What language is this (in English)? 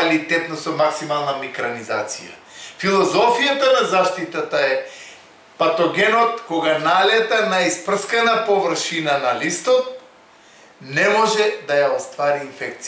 Macedonian